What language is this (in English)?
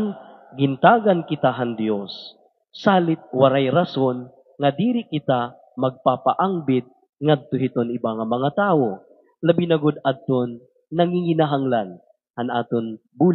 Waray